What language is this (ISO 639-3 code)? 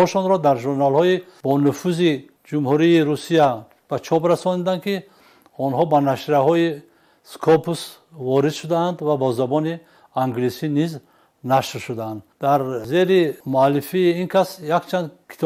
tgk